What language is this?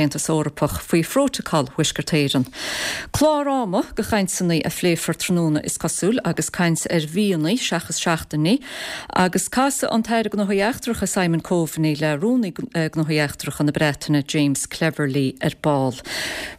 Irish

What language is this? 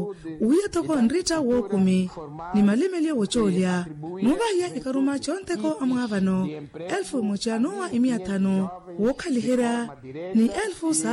Makhuwa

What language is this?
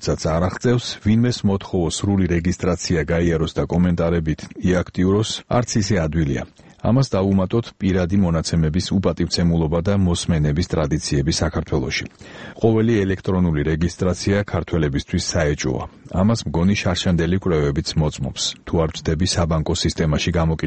Georgian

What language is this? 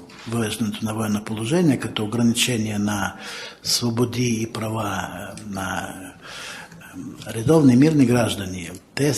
Bulgarian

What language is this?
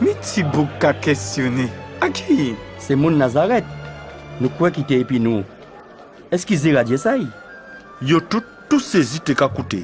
Guadeloupean Creole French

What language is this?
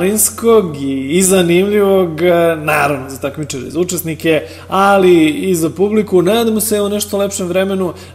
Serbian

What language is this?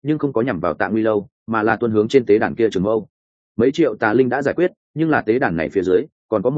Vietnamese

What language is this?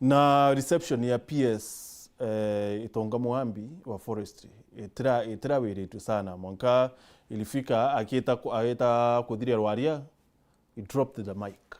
Meru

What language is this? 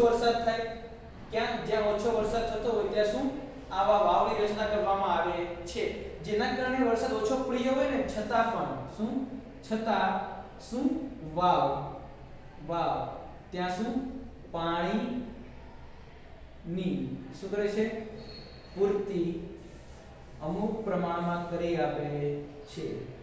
Gujarati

